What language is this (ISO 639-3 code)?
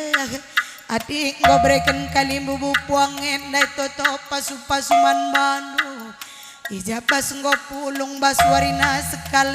btx